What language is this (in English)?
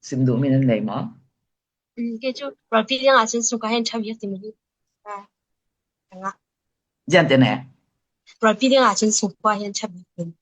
Falam Chin